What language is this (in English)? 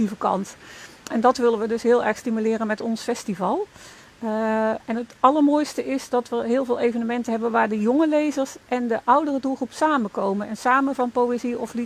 Dutch